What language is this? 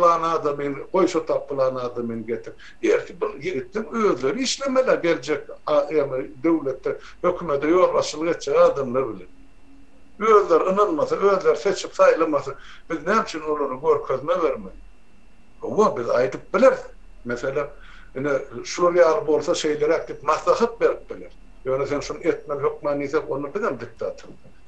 Turkmen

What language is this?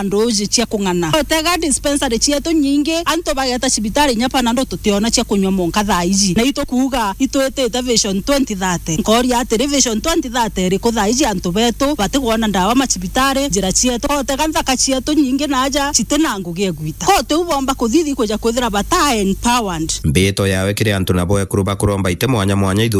Meru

